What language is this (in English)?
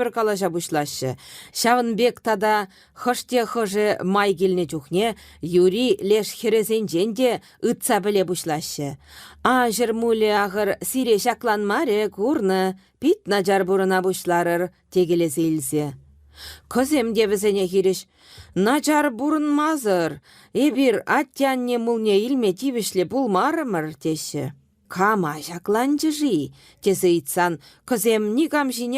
Chuvash